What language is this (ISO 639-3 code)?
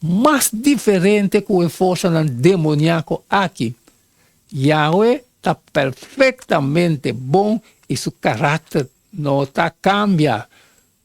pap